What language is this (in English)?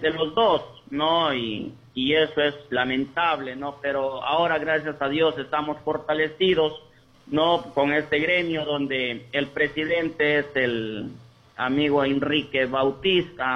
Spanish